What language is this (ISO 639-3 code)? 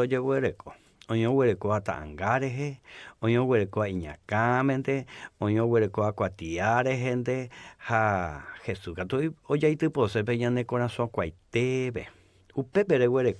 grn